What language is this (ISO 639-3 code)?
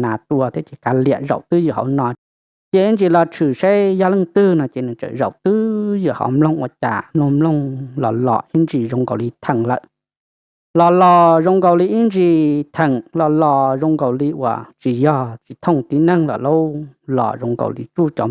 hmn